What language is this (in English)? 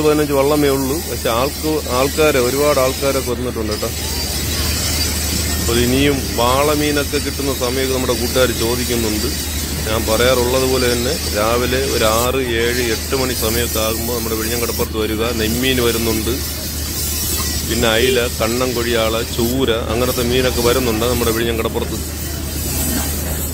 Malayalam